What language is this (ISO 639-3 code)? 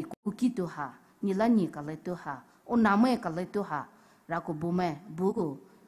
pmx